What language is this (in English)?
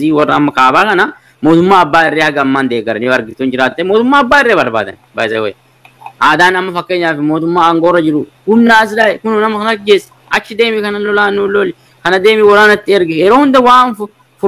Oromo